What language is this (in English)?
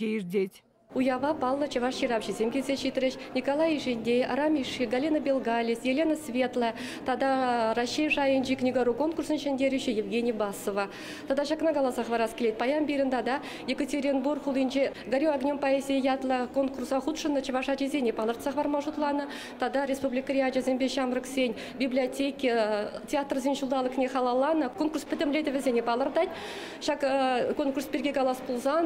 Chuvash